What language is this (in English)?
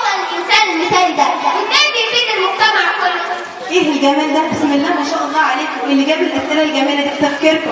Egyptian Arabic